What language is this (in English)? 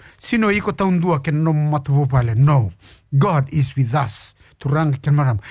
Fijian